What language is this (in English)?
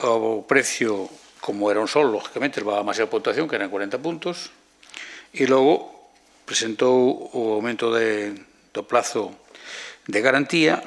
Galician